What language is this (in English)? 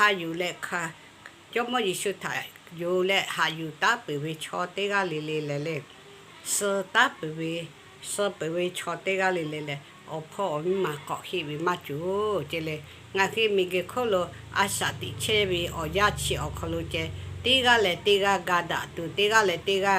Lahu